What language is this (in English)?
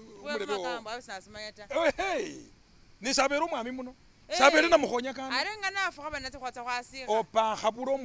Masaaba